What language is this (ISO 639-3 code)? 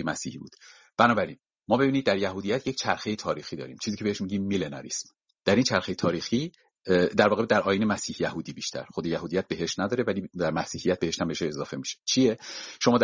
fas